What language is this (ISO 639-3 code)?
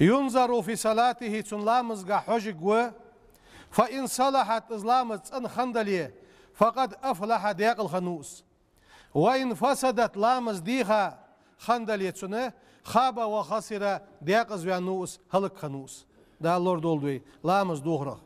inh